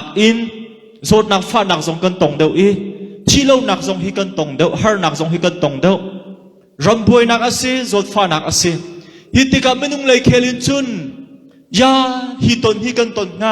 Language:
Hakha Chin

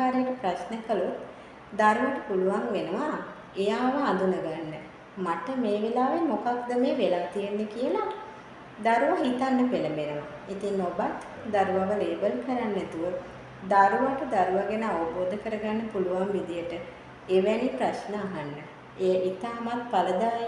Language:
Sinhala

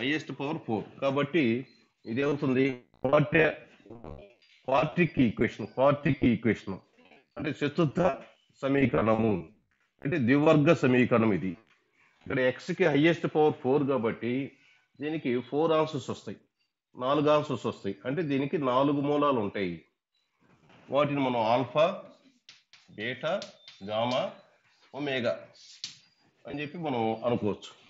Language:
Telugu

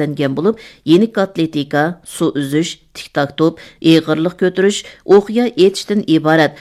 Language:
Uyghur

